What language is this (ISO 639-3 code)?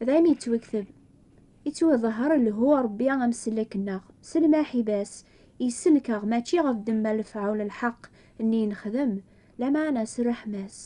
kab